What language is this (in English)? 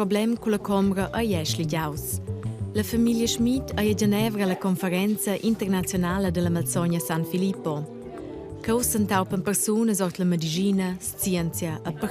Romansh